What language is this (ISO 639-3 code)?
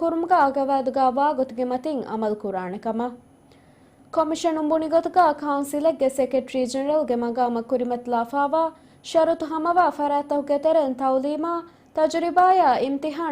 div